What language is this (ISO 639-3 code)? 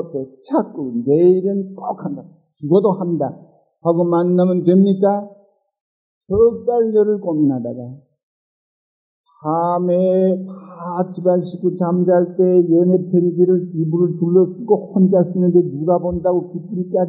kor